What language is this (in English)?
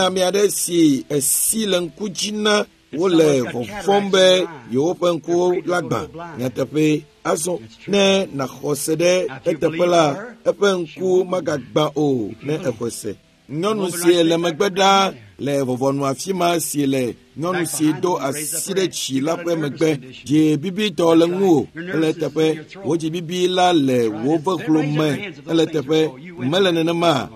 Ewe